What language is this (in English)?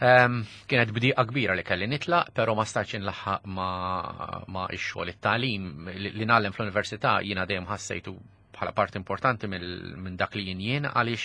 Maltese